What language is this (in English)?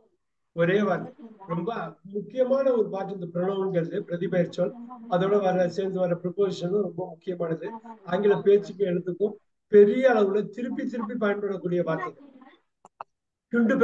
Tamil